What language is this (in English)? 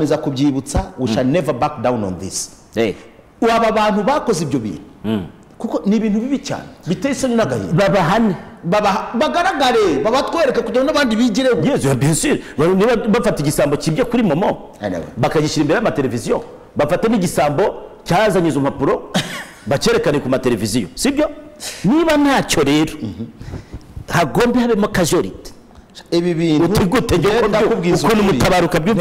Kinyarwanda